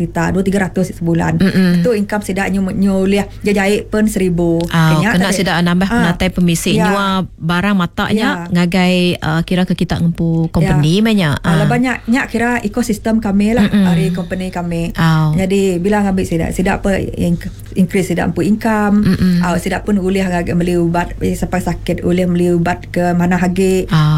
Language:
Iban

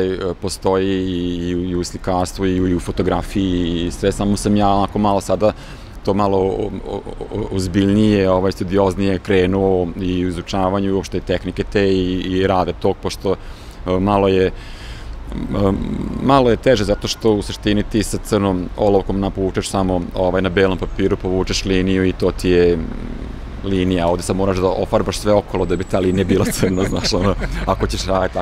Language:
Serbian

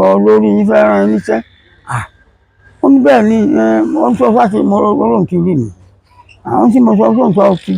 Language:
Yoruba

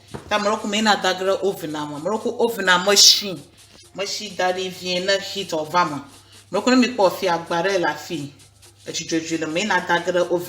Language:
Ewe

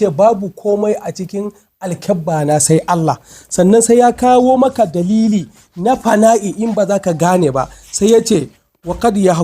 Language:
Hausa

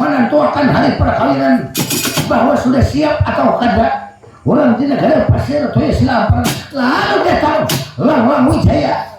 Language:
Banjar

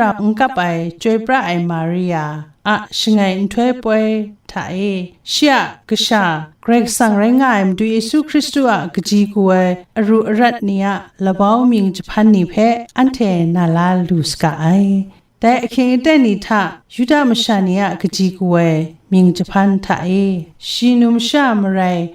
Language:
Kachin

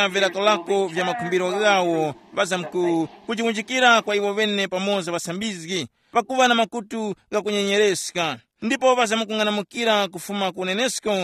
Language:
Tumbuka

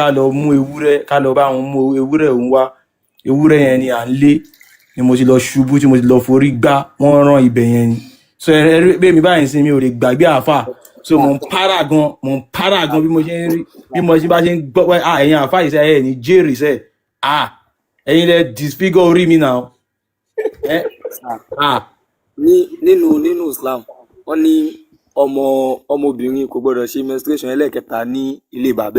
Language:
Yoruba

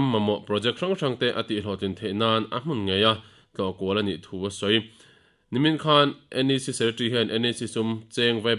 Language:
Mizo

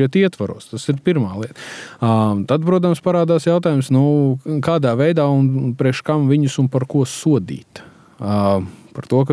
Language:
Latvian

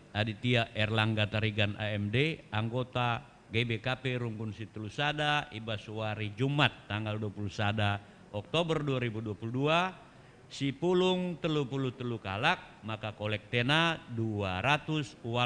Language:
Batak Karo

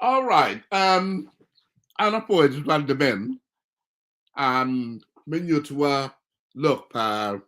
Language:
Acoli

